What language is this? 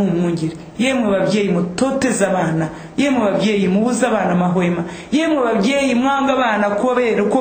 Kinyarwanda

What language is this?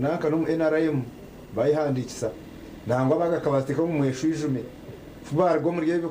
Nyankole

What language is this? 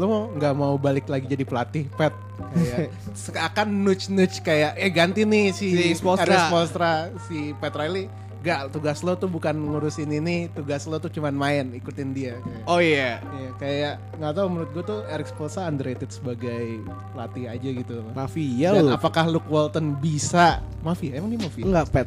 Indonesian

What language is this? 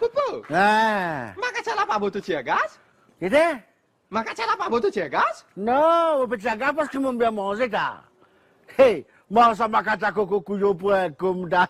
Morisyen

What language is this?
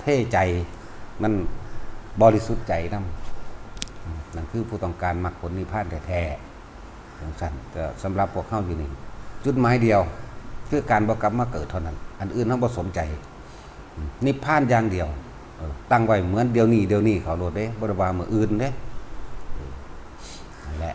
Northeastern Thai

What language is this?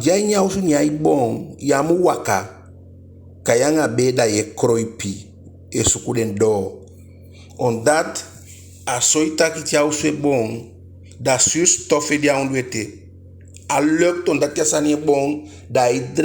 Eastern Maroon Creole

